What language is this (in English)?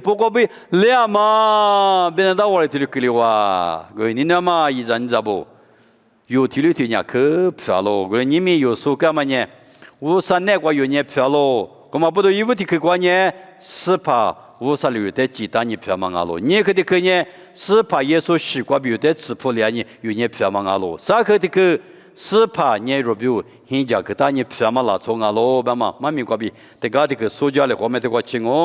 Lisu